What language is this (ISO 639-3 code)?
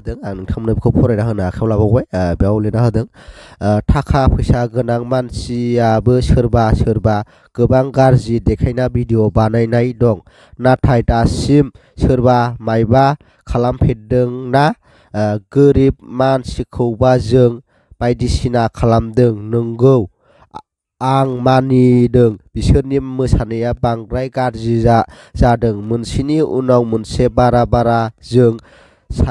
brx